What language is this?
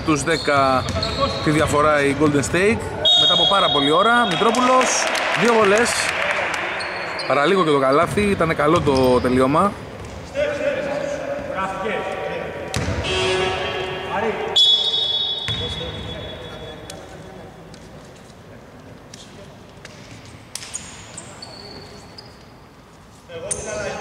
Greek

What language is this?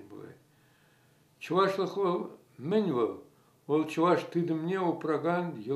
Chuvash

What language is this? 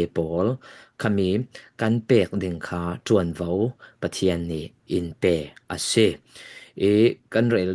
Falam Chin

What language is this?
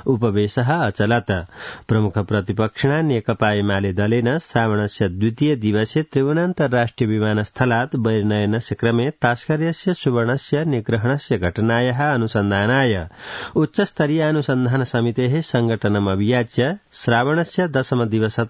Sanskrit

